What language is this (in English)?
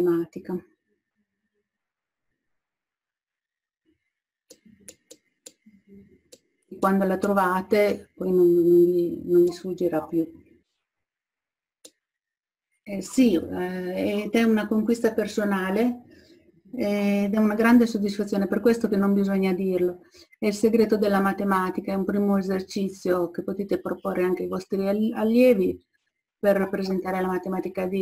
Italian